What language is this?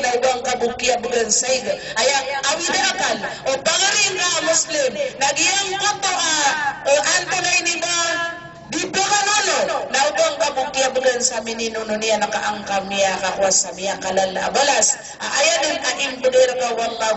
Maranao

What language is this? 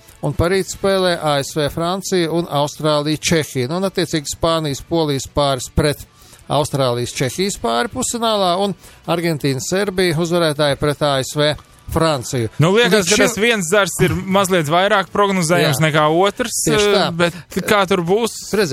Latvian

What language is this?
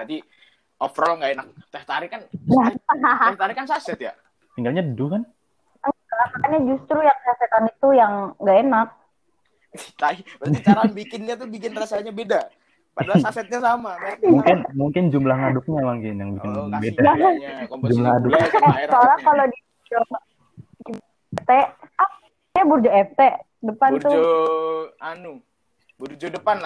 Indonesian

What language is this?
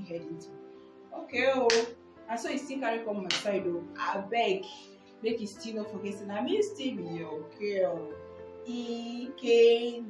Nigerian Pidgin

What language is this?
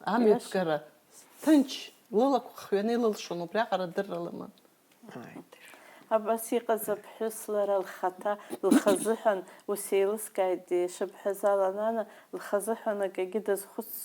Abkhazian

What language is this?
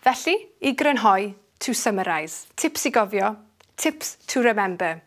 Welsh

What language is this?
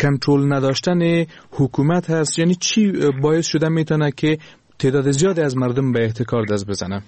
Persian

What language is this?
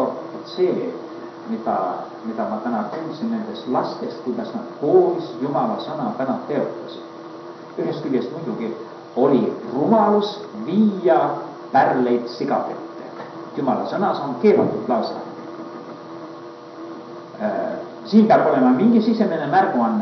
Estonian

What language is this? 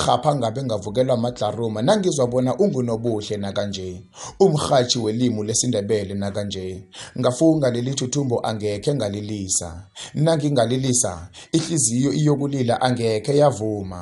South Ndebele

